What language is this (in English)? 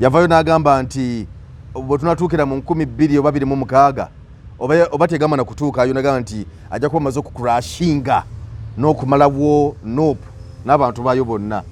Ganda